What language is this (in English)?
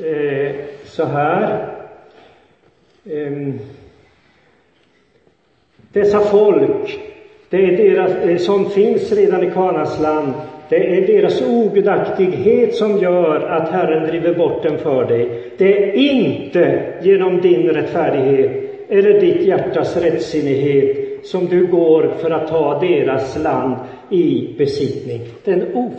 Swedish